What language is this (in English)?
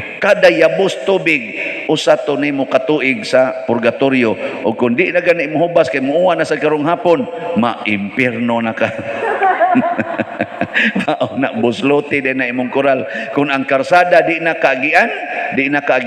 Cebuano